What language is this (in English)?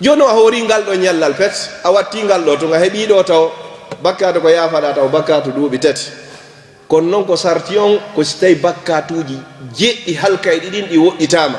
Fula